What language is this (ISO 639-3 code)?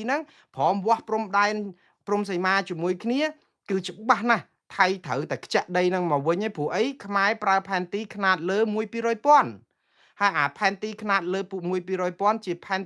khm